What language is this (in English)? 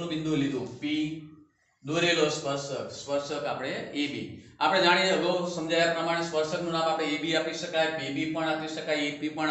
Gujarati